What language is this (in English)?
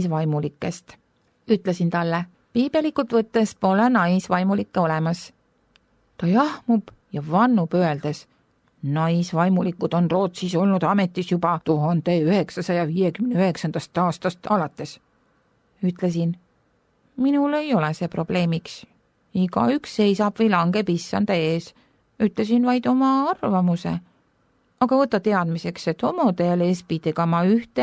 Estonian